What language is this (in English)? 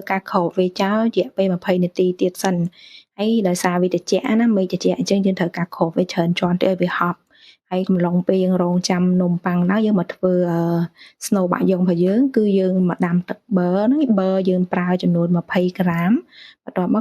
Khmer